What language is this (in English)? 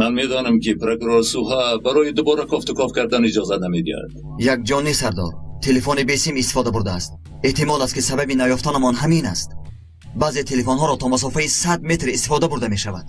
Tajik